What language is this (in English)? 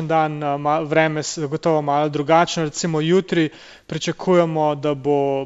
Slovenian